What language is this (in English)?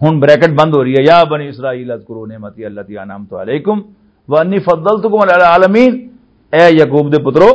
Western Panjabi